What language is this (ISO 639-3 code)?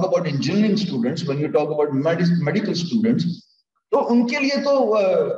urd